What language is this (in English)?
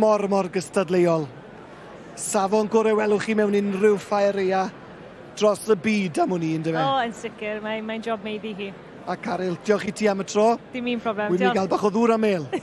Welsh